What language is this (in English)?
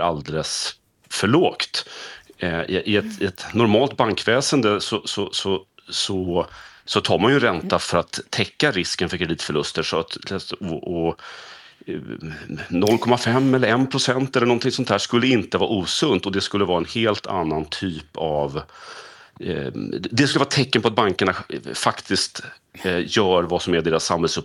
Swedish